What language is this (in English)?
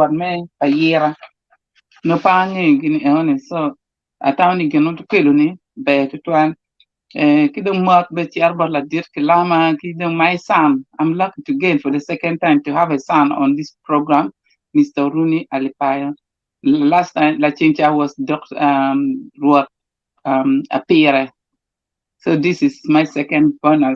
Acoli